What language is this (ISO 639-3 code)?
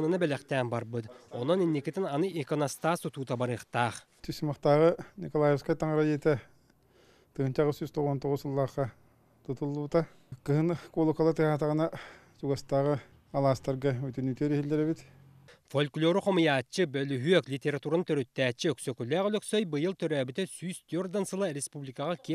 sah